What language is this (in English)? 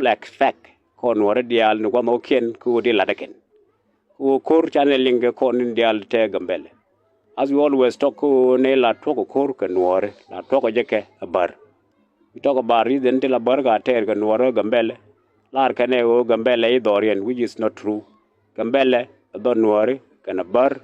Nuer